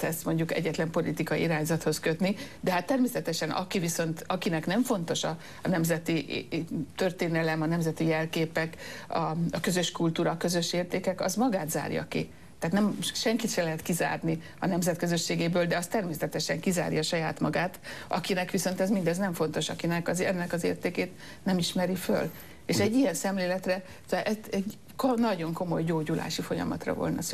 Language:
Hungarian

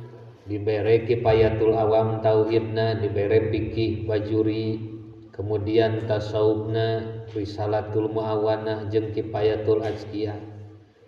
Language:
Sundanese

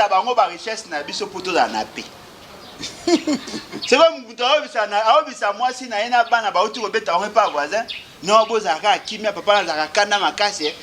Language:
Lingala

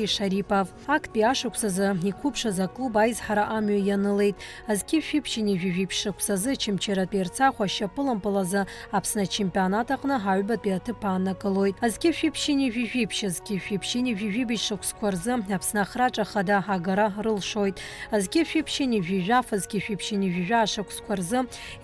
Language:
Abkhazian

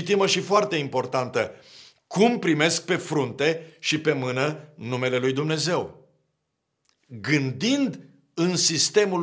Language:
Romanian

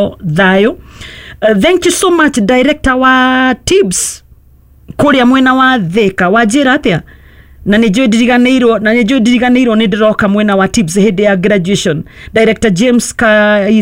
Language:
Kikuyu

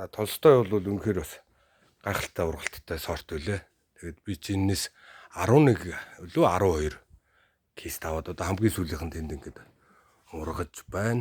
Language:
Mongolian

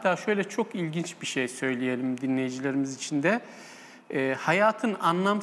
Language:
Turkish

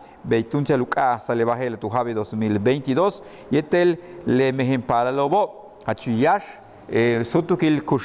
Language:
Yucateco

